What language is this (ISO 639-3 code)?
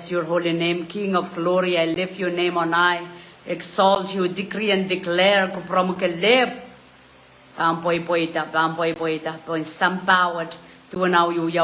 pon